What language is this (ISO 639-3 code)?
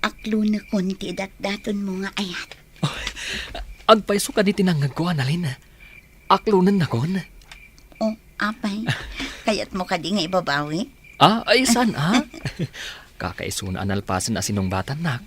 ilo